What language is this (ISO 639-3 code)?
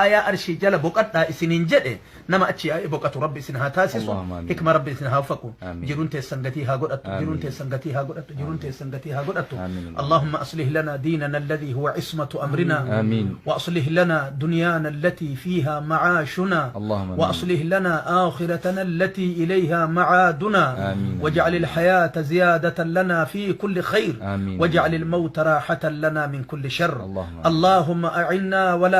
orm